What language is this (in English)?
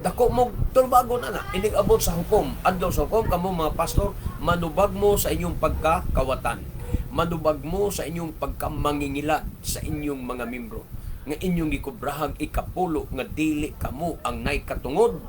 Cebuano